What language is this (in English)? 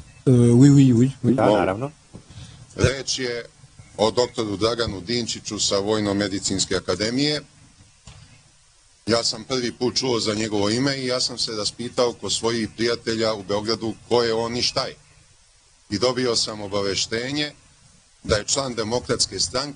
Serbian